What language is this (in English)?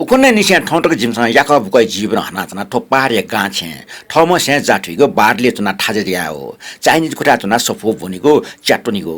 Newari